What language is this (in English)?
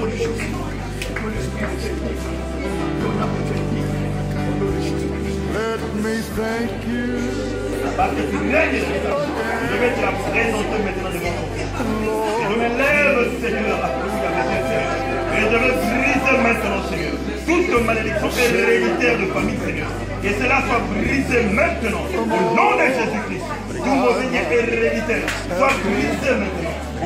French